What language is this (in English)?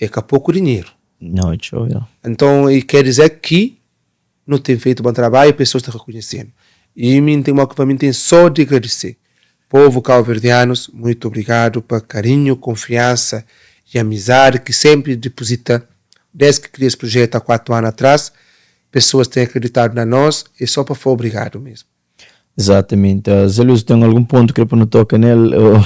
Kabuverdianu